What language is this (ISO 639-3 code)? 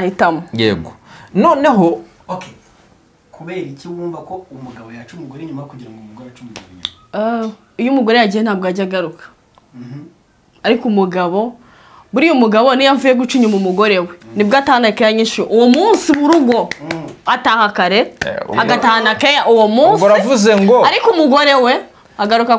kin